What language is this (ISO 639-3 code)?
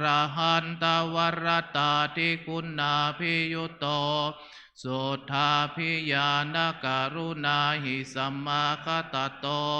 pli